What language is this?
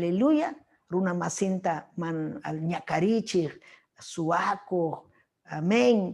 Ayacucho Quechua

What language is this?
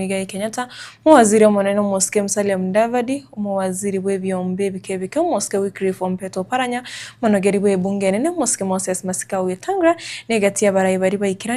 Gusii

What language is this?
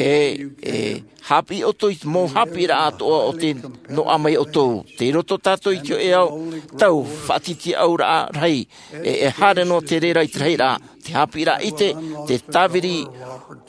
Tahitian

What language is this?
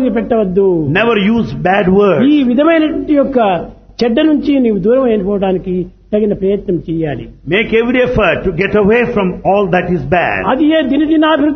Telugu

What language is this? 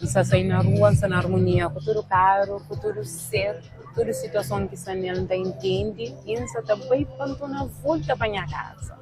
Kabuverdianu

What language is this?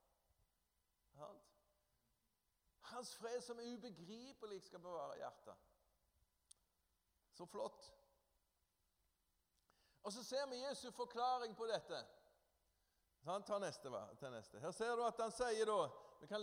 Norwegian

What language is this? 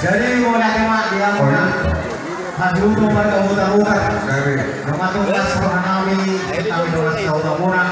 Batak Toba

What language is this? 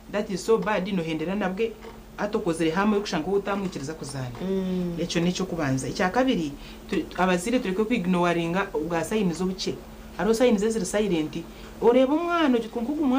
Nyankole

